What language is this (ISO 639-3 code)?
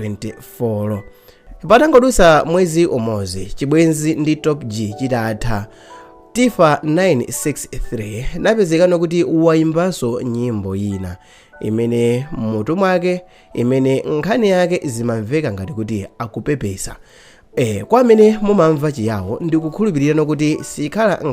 nya